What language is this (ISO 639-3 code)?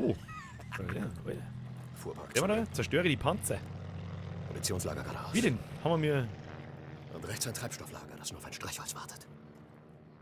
bar